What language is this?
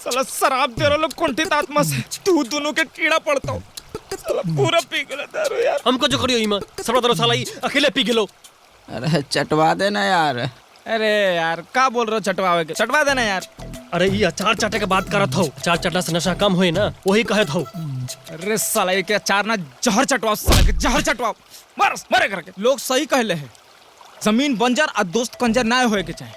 Magahi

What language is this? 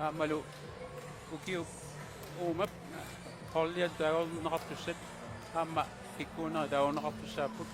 Kalaallisut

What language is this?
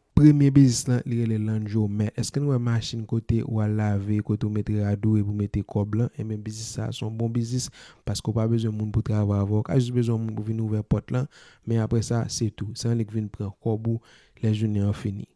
Haitian Creole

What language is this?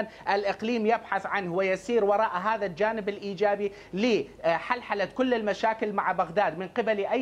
Mesopotamian Arabic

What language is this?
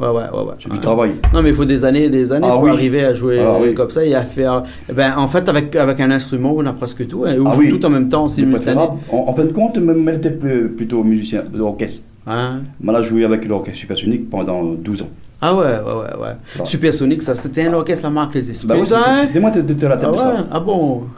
Réunion Creole French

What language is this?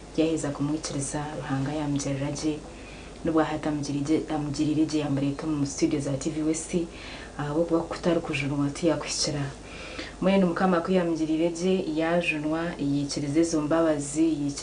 Nyankole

